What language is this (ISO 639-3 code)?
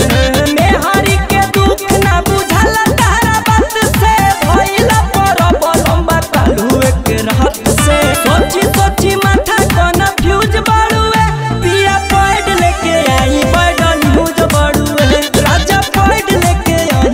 bho